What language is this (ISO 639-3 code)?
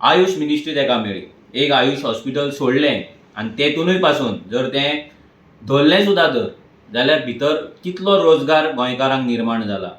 kok